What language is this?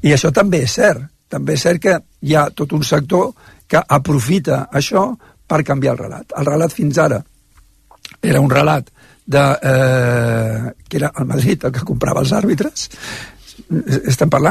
Catalan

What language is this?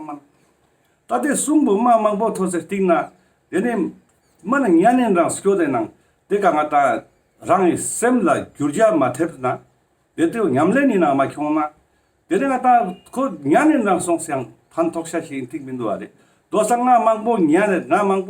Ladakhi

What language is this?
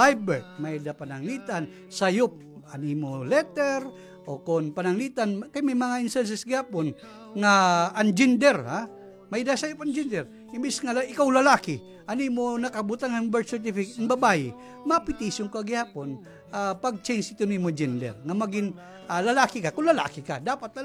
Waray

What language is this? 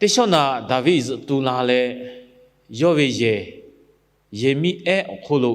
Lahu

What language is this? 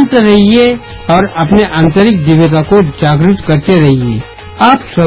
Hindi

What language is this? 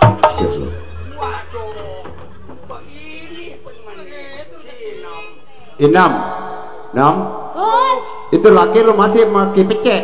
Betawi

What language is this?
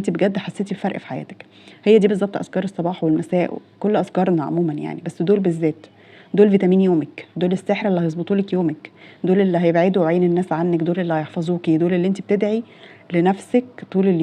Egyptian Arabic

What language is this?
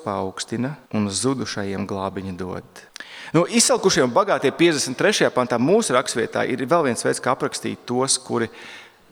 Latvian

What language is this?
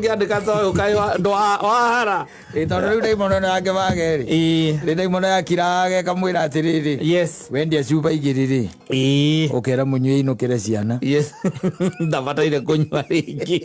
Kikuyu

